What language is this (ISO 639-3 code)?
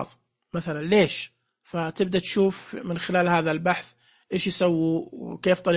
ars